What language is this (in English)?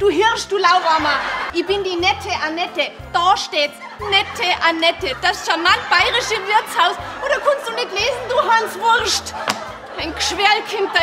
Bavarian